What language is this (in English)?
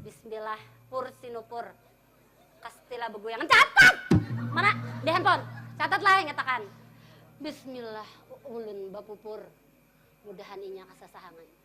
Banjar